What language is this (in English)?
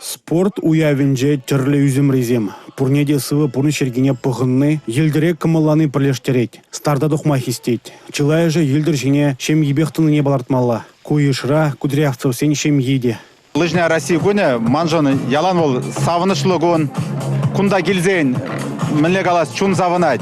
Chuvash